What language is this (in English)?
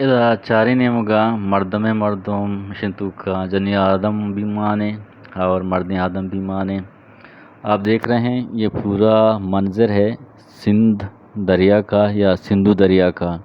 Eastern Balochi